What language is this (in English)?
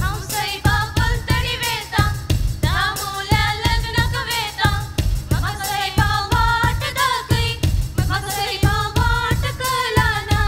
Konkani